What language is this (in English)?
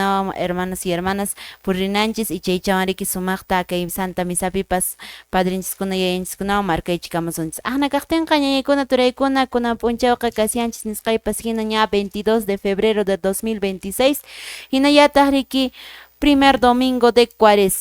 Quechua